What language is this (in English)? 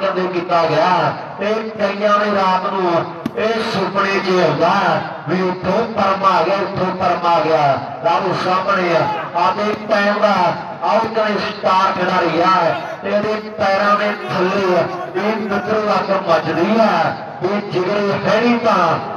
Punjabi